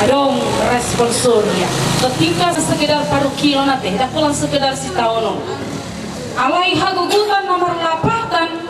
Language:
Batak Toba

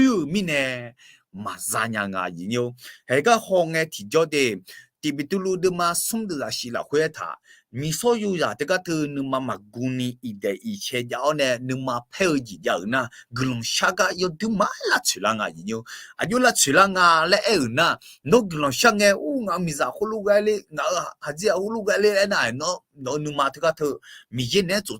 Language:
Akha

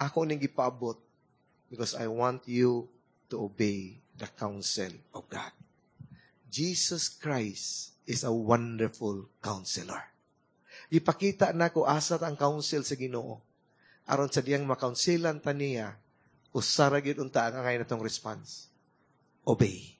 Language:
Cebuano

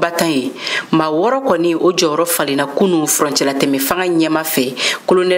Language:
Bambara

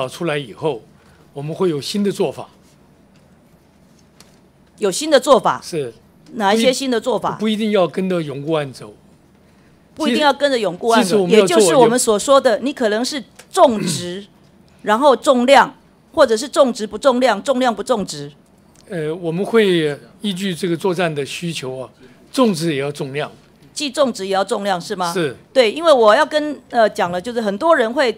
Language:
Chinese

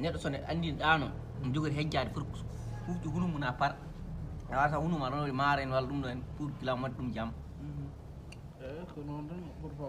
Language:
Fula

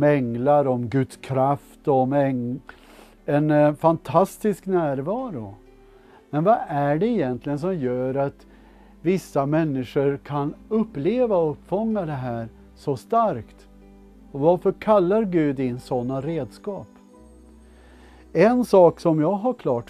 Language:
Swedish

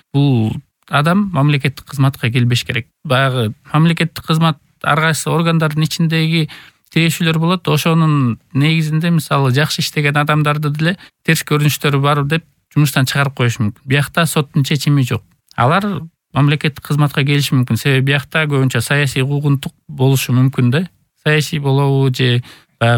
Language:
Kyrgyz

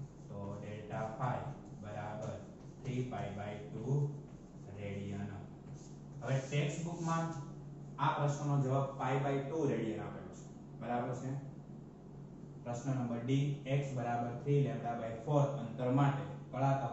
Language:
Gujarati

